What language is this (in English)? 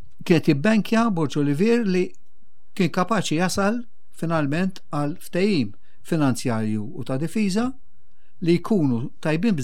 Maltese